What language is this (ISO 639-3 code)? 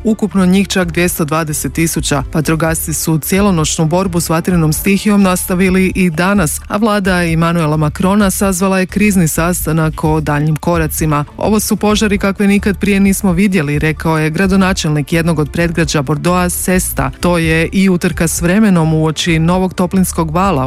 hrv